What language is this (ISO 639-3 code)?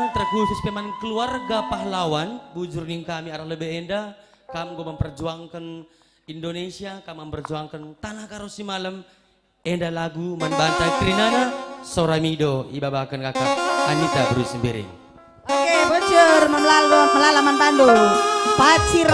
btx